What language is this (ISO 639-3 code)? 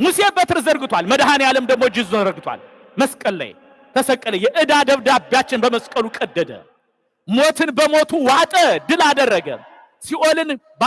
amh